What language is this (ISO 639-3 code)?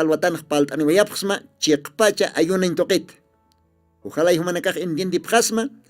aym